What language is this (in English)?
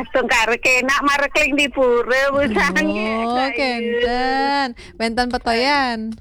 Balinese